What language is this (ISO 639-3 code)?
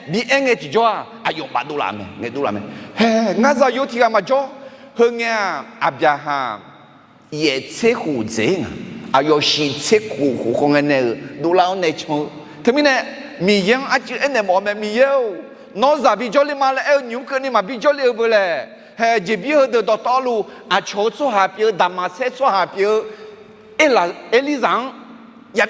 ahk